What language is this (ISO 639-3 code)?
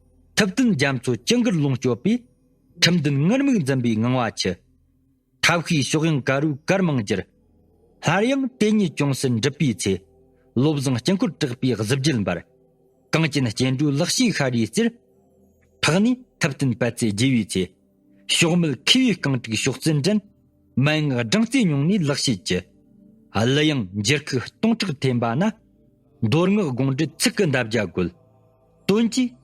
bod